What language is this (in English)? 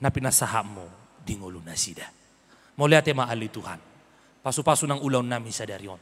Batak Toba